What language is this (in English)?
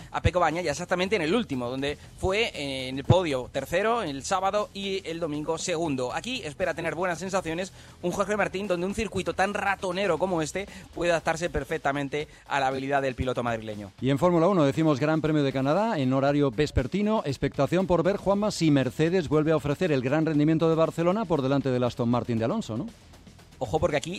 Spanish